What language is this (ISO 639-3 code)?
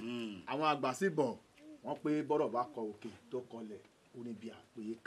yor